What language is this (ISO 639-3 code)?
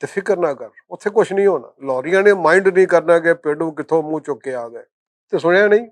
lah